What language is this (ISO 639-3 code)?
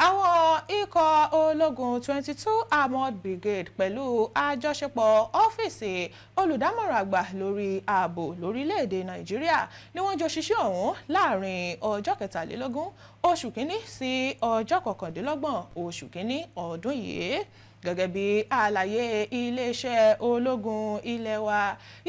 yor